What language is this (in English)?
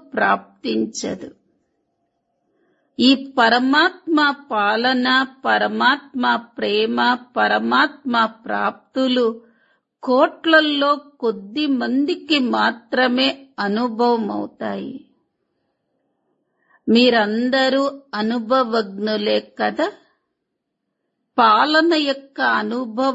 Telugu